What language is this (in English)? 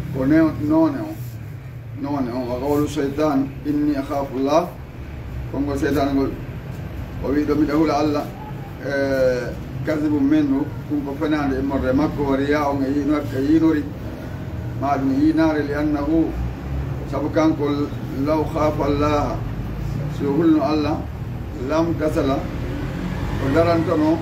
Fula